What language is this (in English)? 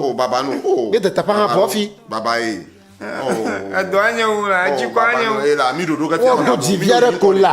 Ewe